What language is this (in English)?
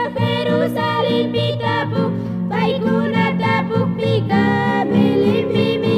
Chimborazo Highland Quichua